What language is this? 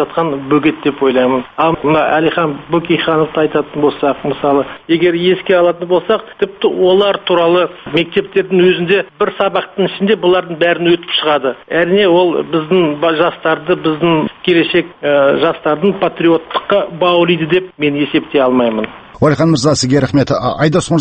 Kazakh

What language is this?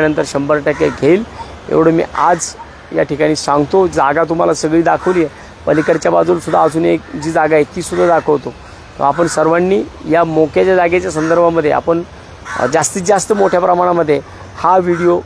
Marathi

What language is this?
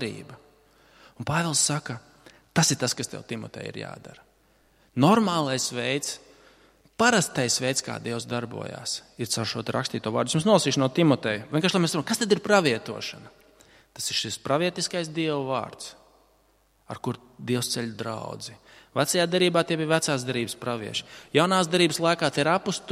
Latvian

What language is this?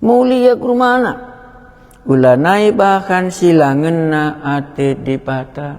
Batak Karo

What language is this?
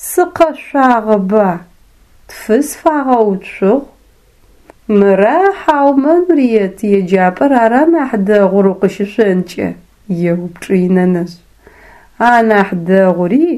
Adyghe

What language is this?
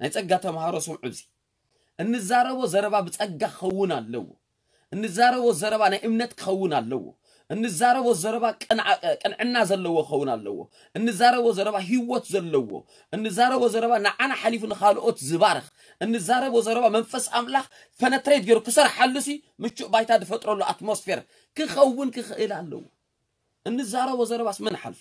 Tigrinya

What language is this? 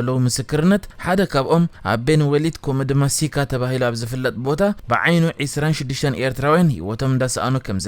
Tigrinya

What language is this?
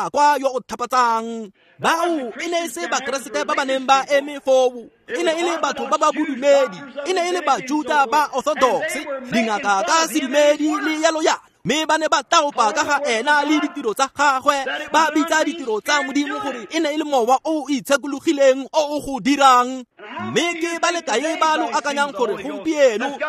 Tswana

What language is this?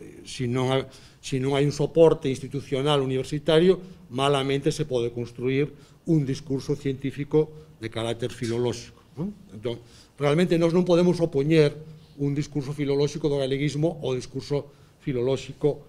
Galician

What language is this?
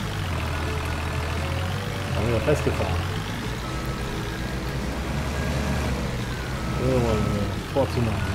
German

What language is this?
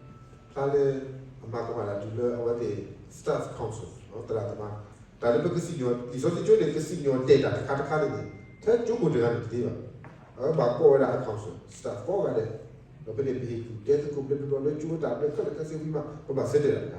S'gaw Karen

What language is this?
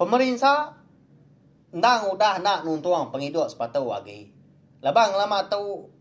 Iban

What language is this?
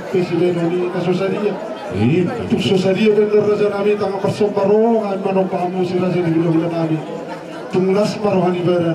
Batak Toba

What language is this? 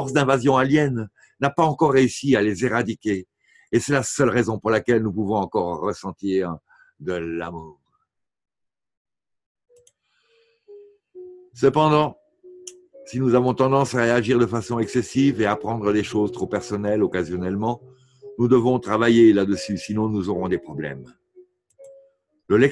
French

